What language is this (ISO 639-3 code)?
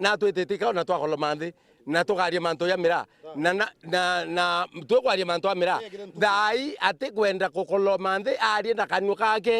mer